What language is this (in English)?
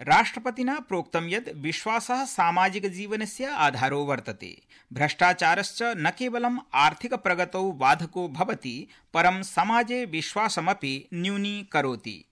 Sanskrit